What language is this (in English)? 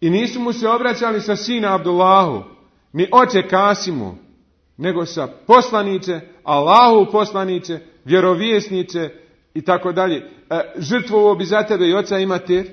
Bosnian